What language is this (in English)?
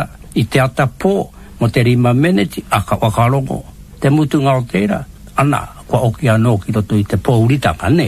Māori